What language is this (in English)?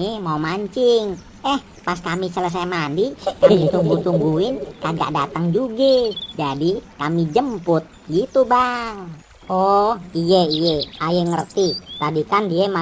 Betawi